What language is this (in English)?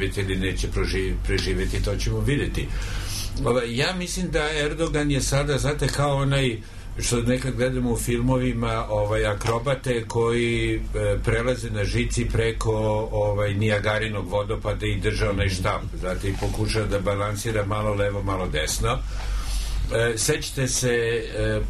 Serbian